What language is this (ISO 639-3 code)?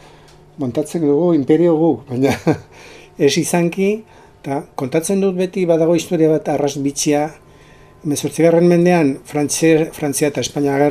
eus